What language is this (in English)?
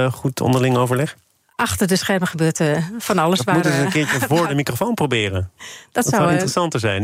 Dutch